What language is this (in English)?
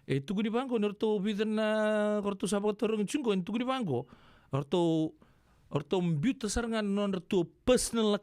Fijian